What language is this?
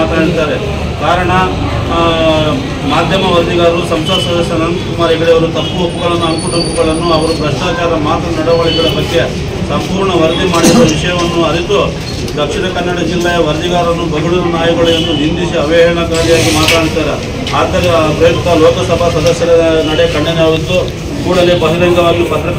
Kannada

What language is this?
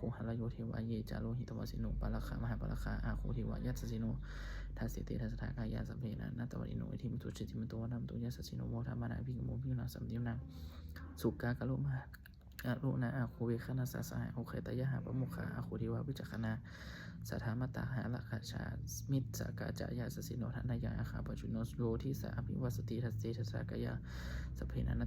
Pali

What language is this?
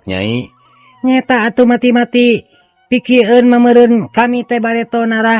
Sundanese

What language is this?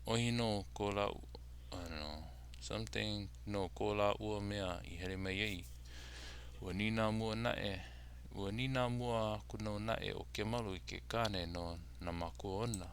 Hawaiian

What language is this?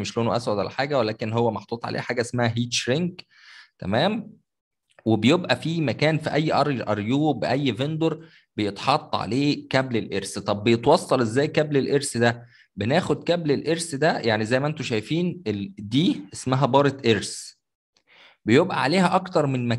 Egyptian Arabic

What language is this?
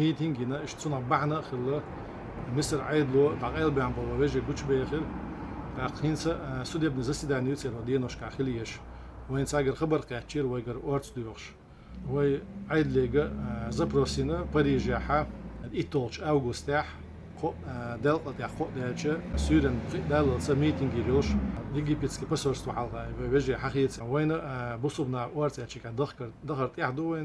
Chechen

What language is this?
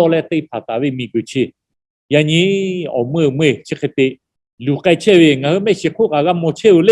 Lahu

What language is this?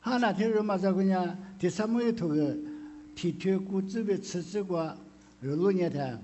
Lisu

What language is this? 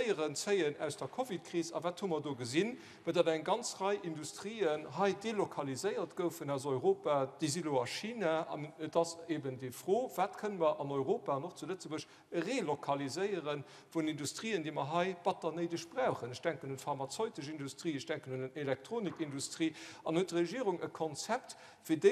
Luxembourgish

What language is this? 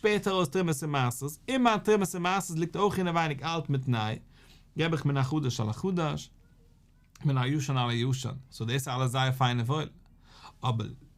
Yiddish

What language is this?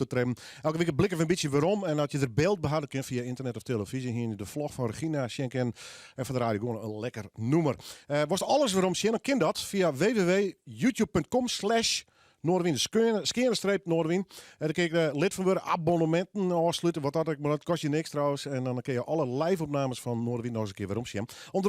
Western Frisian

